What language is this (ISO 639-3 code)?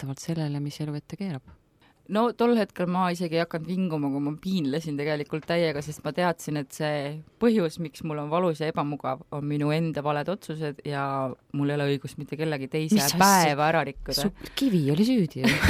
est